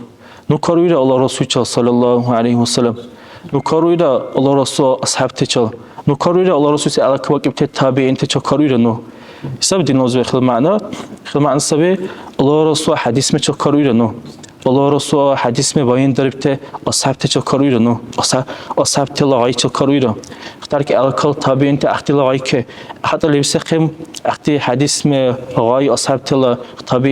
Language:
Dargwa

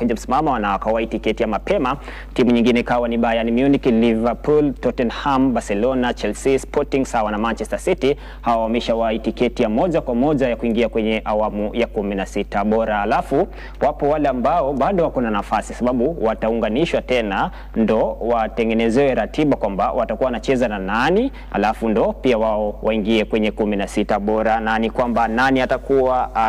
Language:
Swahili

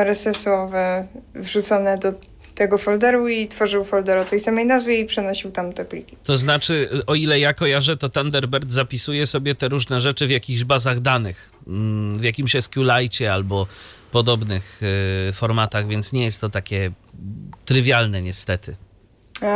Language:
Polish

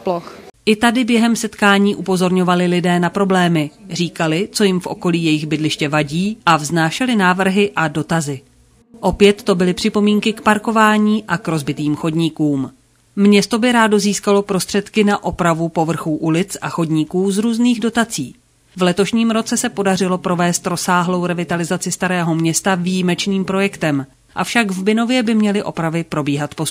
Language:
Czech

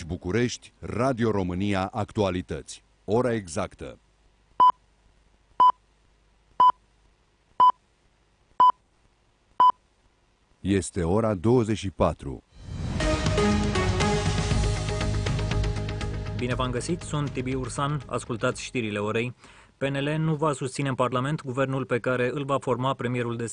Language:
Romanian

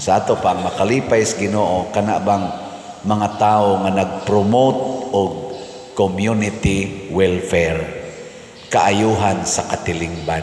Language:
Cebuano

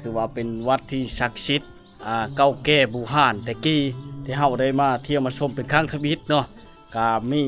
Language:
Lao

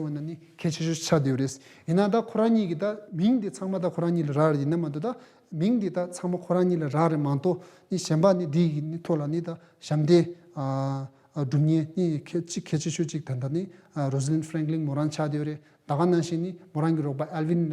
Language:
Tibetan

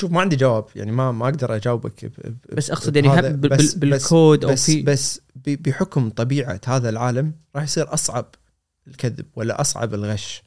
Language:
Gulf Arabic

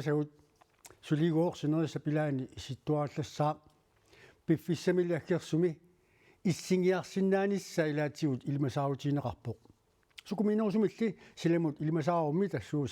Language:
Kalaallisut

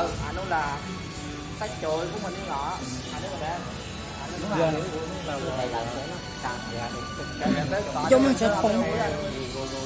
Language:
Vietnamese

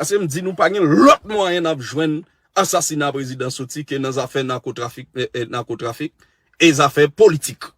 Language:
Haitian Creole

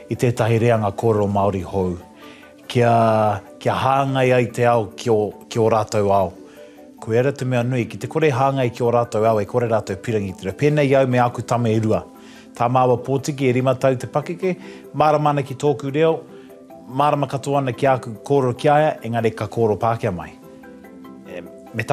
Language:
Māori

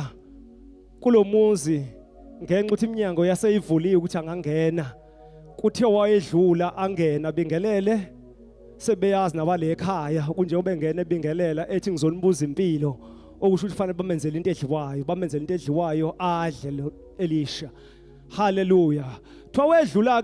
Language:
Zulu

